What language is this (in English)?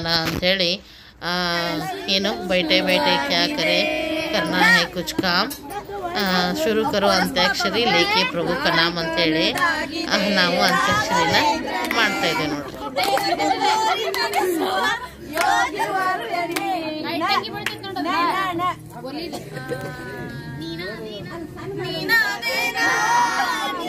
Kannada